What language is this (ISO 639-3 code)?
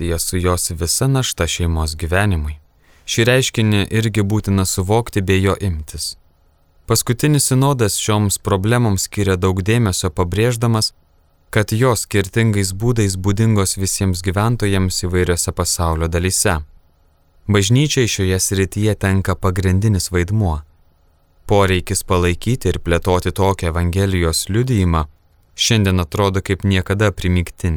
lit